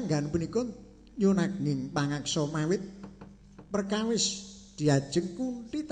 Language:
Javanese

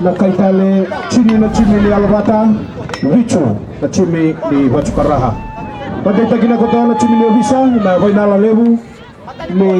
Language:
Fijian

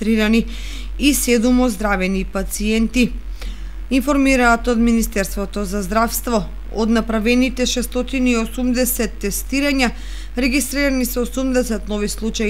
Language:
Macedonian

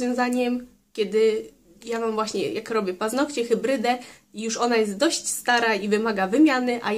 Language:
Polish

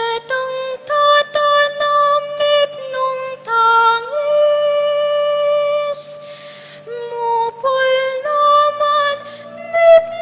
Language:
Pampanga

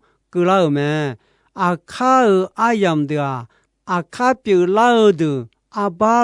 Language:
Akha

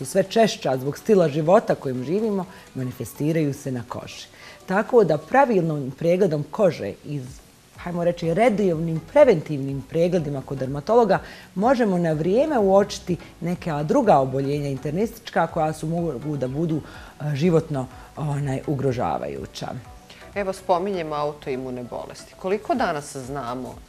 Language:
Bosnian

